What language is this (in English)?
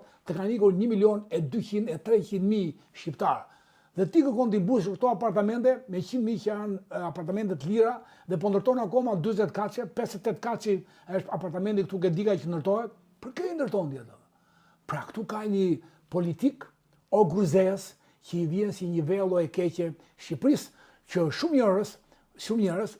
Albanian